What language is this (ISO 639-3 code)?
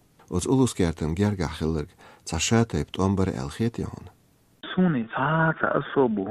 che